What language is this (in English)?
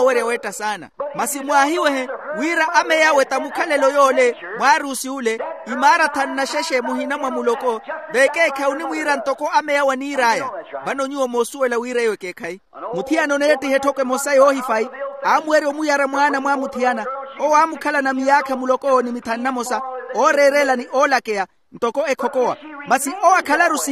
Makhuwa